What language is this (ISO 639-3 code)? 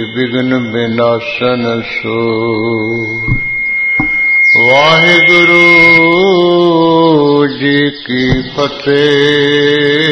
pan